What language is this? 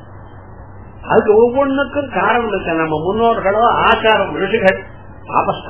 Tamil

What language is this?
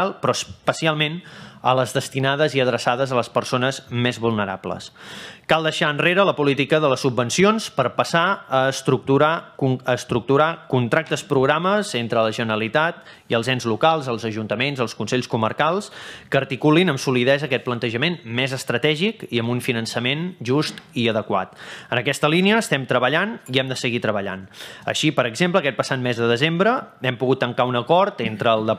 Catalan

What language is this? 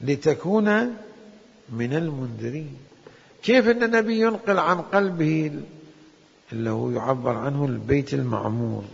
Mesopotamian Arabic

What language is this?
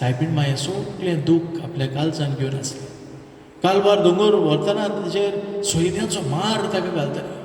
Konkani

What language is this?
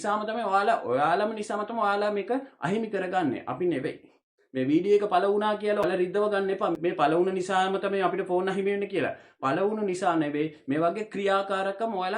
Sinhala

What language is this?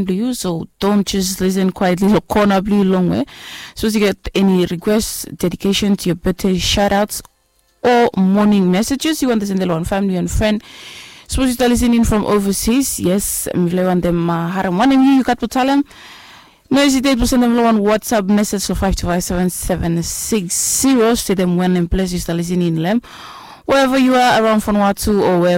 Bislama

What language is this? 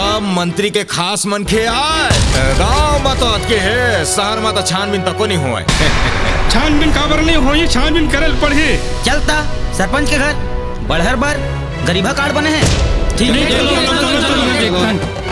Chhattisgarhi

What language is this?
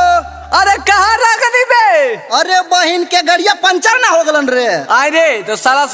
Magahi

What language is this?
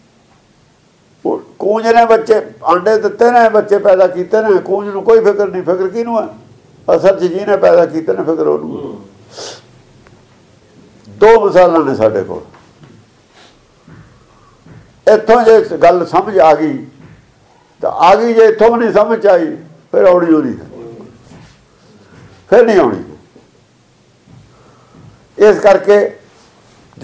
Punjabi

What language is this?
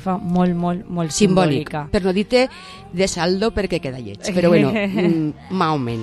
Catalan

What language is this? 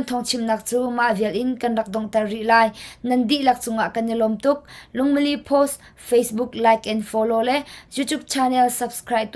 Hakha Chin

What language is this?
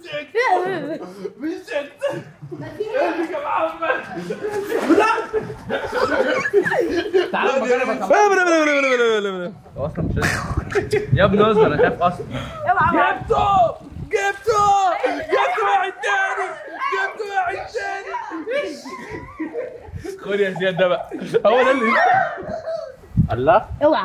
Egyptian Arabic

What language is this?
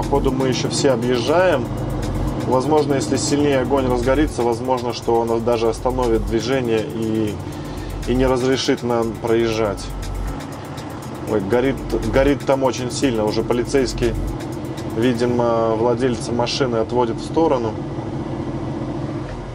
Russian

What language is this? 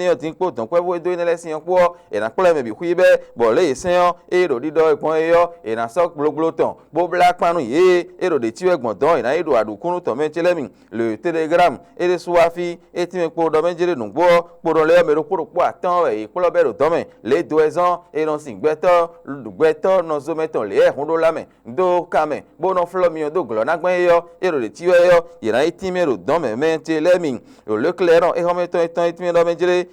Fon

